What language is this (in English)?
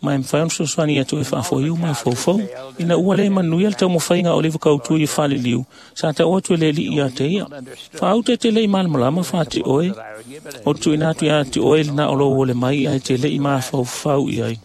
Samoan